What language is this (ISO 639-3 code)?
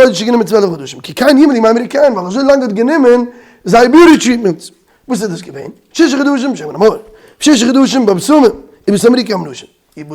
yid